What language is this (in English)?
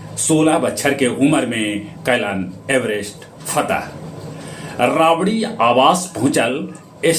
Magahi